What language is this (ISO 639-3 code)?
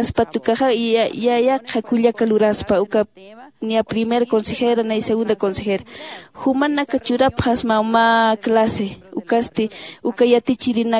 aym